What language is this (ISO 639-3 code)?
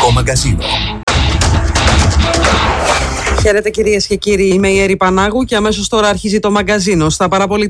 ell